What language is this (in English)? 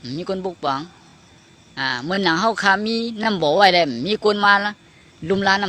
Shan